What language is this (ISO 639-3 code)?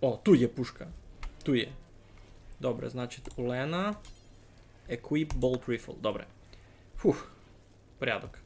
rue